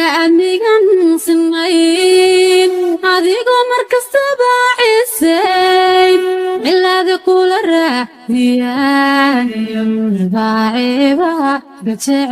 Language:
Somali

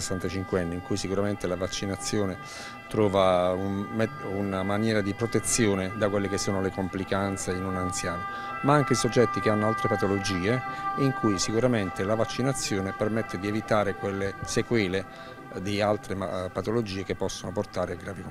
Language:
Italian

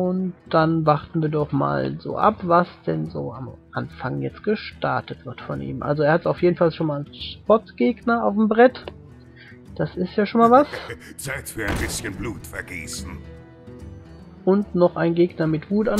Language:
German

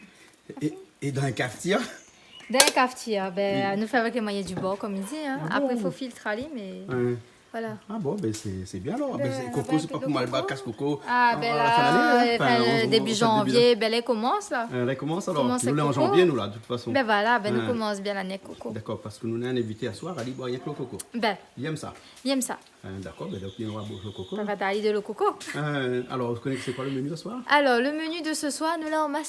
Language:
Réunion Creole French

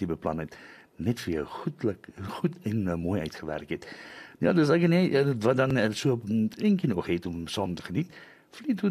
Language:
Afrikaans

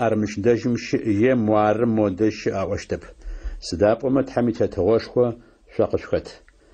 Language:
Adyghe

